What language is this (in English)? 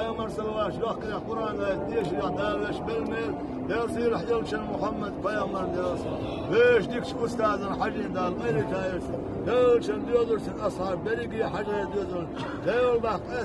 Chechen